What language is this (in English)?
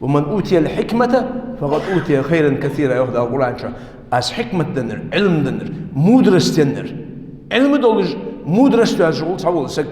Ingush